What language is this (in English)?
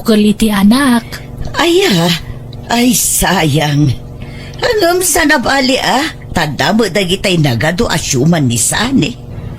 Iloko